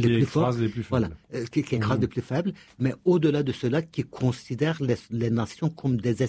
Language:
French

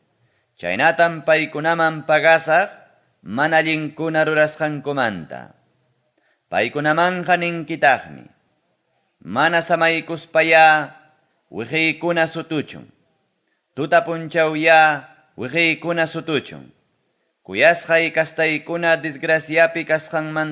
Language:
Ayacucho Quechua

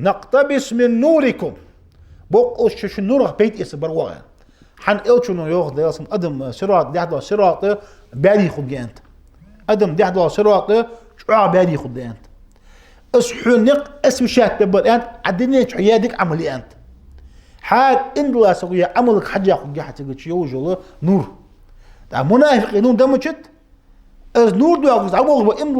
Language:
Ingush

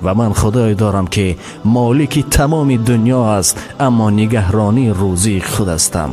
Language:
Tajik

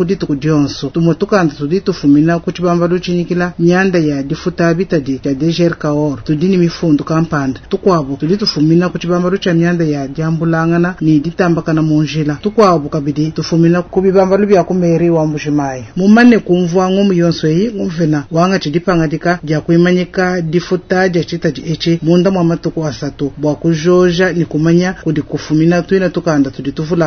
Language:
Luba-Lulua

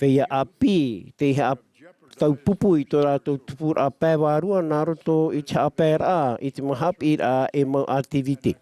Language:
Tahitian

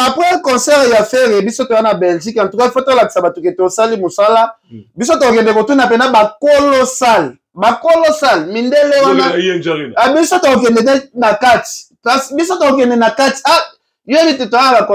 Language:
Lingala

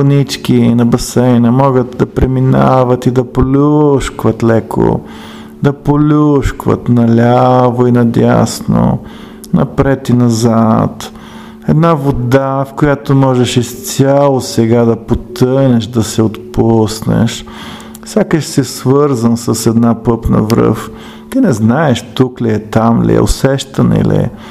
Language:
Bulgarian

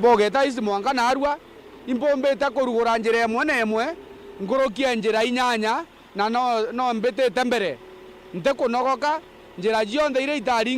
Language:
Meru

